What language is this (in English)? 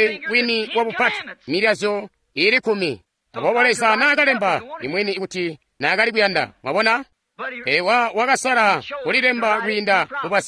Tonga (Zambia)